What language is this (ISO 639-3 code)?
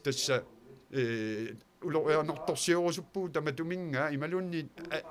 kal